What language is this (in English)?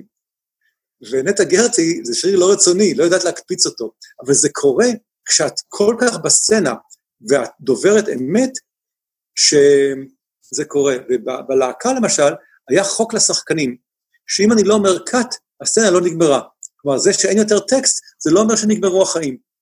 Hebrew